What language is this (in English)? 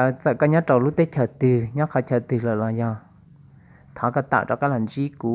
Hmong